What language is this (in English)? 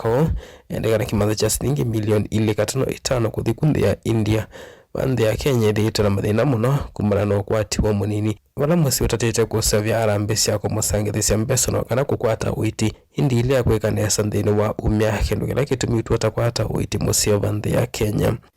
Kamba